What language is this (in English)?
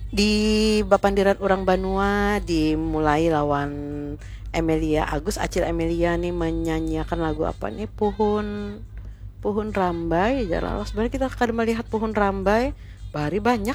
Banjar